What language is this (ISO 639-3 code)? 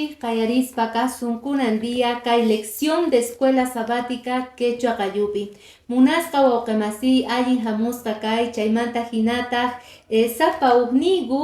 que